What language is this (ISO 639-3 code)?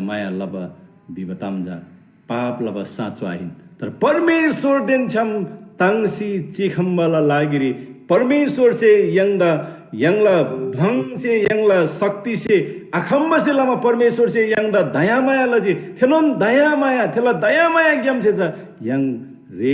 taj